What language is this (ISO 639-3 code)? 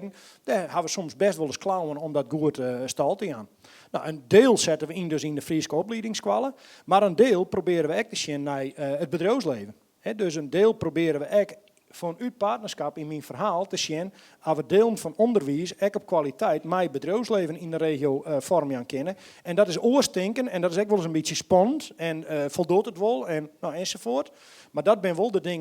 fry